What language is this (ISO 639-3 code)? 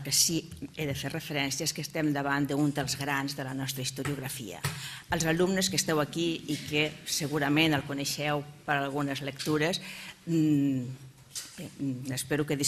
cat